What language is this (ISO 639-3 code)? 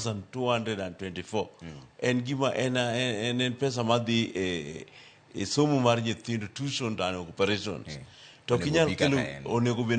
luo